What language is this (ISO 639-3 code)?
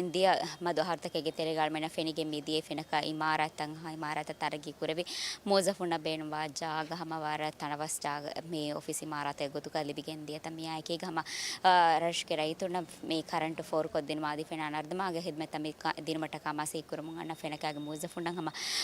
div